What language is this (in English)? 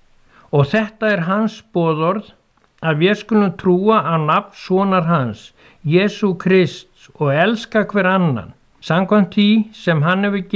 Icelandic